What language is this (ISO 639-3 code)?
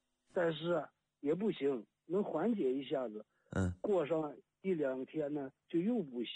zho